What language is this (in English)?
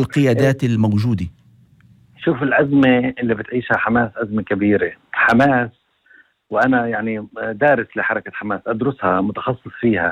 North Levantine Arabic